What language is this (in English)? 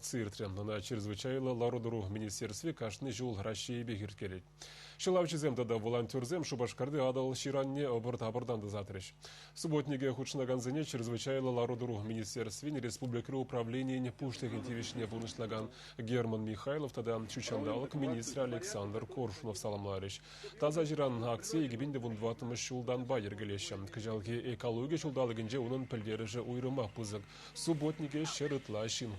Chuvash